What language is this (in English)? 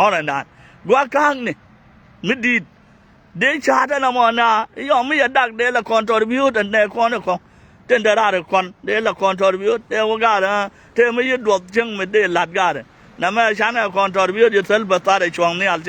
Nuer